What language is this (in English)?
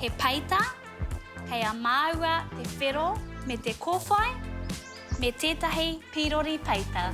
Māori